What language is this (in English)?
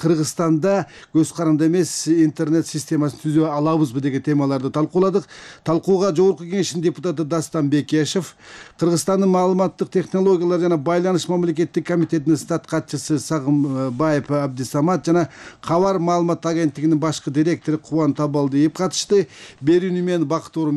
Kyrgyz